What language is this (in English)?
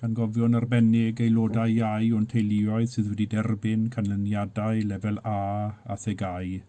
Welsh